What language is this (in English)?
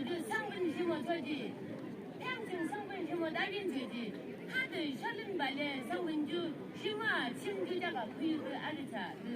Yimchungru Naga